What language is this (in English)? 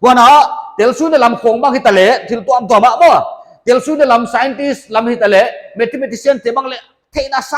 Paite Chin